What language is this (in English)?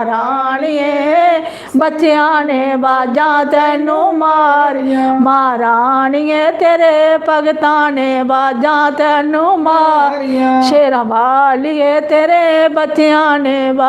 Dogri